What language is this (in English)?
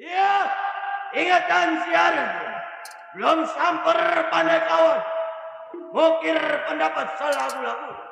Betawi